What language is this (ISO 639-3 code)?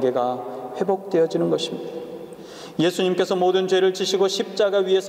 kor